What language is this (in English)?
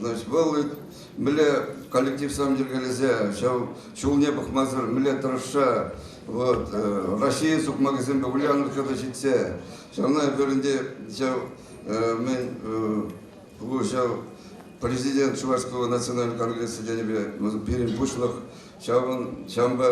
Chuvash